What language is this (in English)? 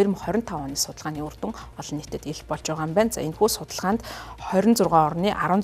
Mongolian